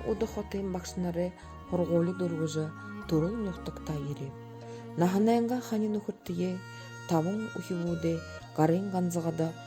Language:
Buriat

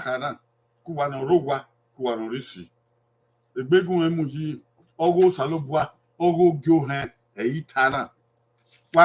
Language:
Bini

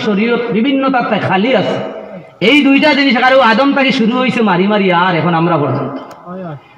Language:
Sylheti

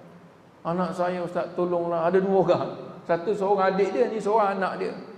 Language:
Malay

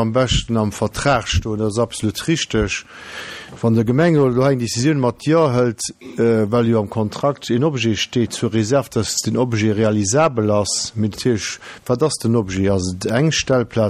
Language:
Luxembourgish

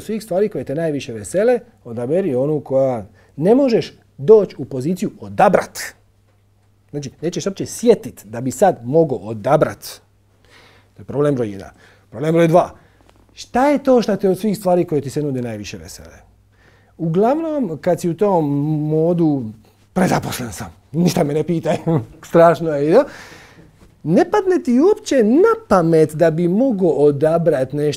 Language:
Croatian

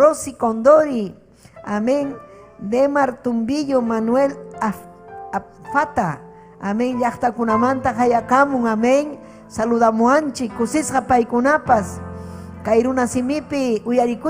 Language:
Ayacucho Quechua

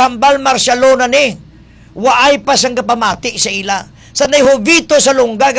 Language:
Hiligaynon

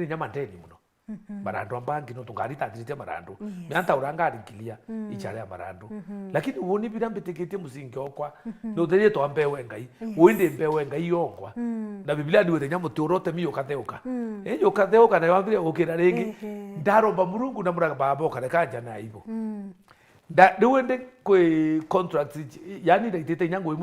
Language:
Meru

